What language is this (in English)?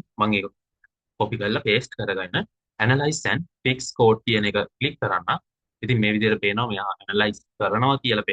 Sinhala